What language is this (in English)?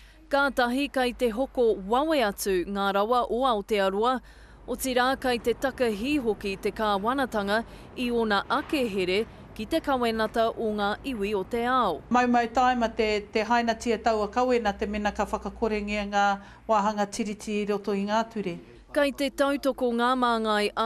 Māori